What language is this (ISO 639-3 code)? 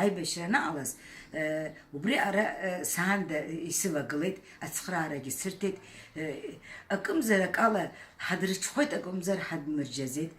abk